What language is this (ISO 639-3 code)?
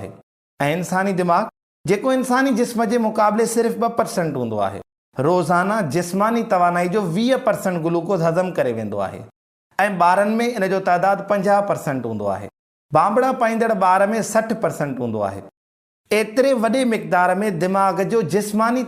snd